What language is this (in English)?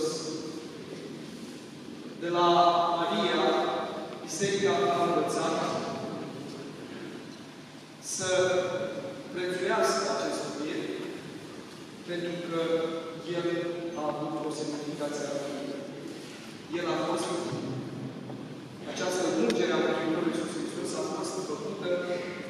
Romanian